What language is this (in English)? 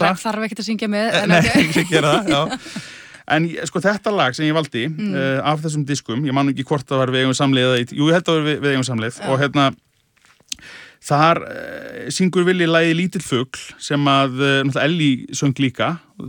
Icelandic